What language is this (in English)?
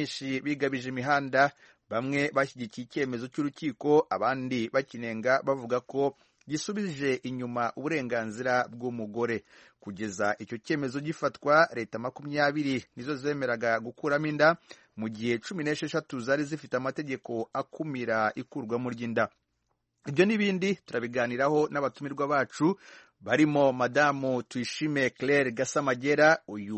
Kinyarwanda